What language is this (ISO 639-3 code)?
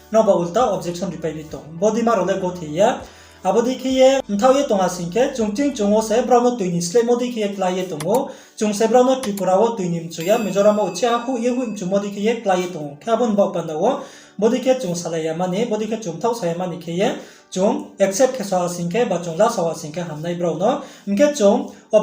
ria